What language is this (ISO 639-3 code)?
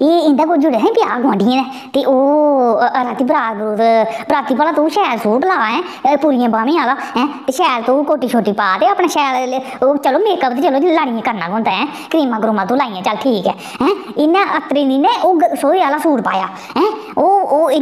doi